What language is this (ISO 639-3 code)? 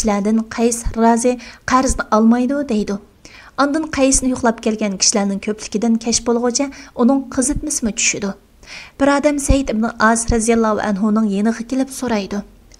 uig